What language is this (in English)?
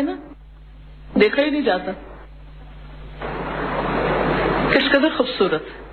Urdu